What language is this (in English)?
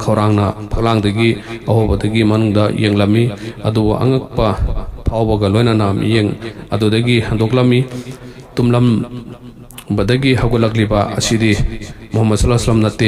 Manipuri